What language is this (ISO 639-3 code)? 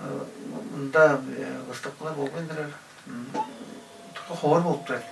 tyv